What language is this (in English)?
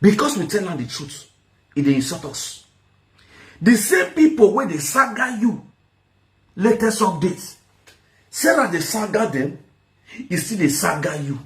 Nigerian Pidgin